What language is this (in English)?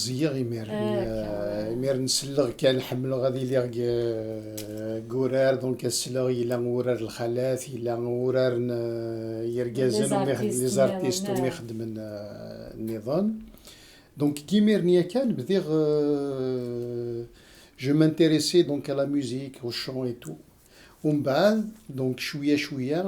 Kabyle